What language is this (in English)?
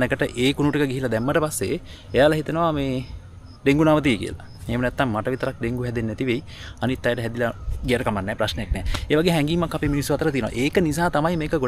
Sinhala